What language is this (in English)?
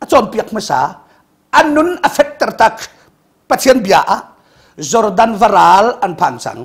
Hakha Chin